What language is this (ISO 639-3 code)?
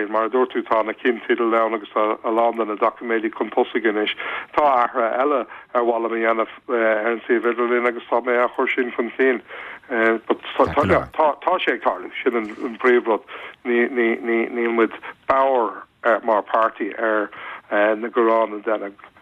gle